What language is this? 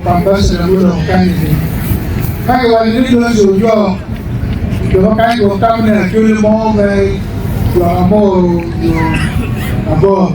Acoli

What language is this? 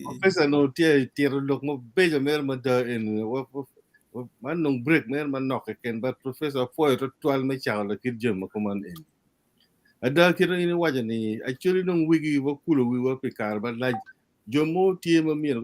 Acoli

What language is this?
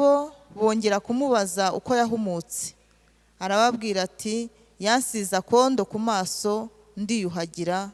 Kinyarwanda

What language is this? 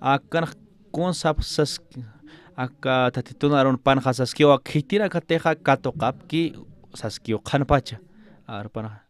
Aymara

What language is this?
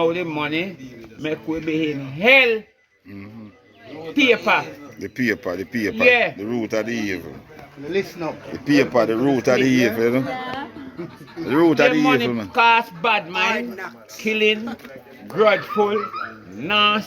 Jamaican Creole English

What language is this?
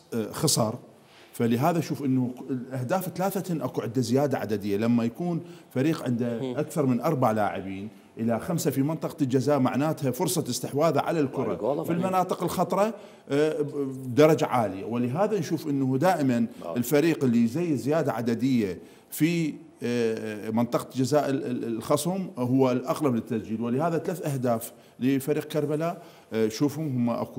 Mesopotamian Arabic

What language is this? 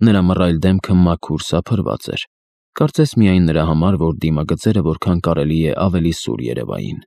Armenian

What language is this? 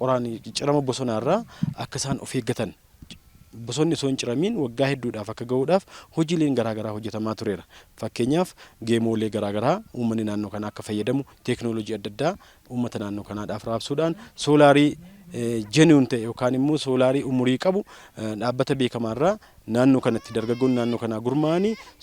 Oromo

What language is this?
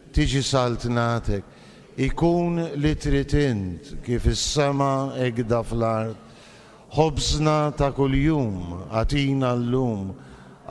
Maltese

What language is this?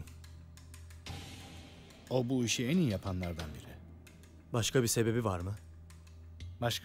Turkish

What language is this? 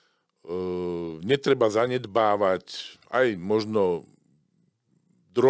Slovak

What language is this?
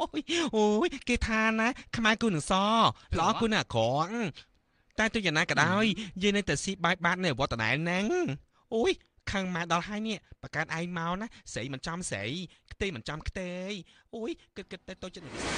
Khmer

